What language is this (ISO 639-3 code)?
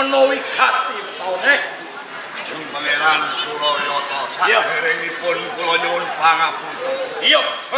jav